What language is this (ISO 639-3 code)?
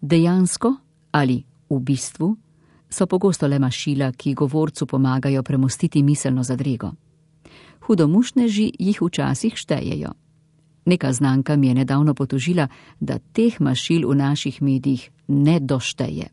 slv